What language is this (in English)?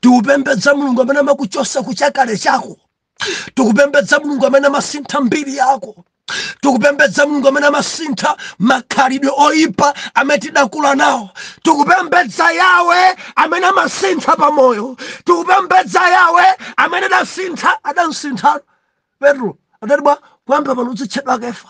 Nyanja